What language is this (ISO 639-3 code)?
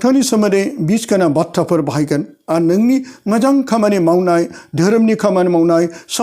brx